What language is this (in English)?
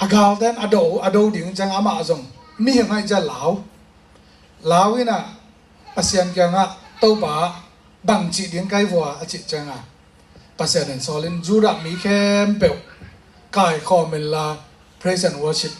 Tedim Chin